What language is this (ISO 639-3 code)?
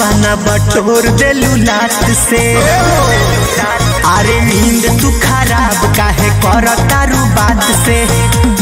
bho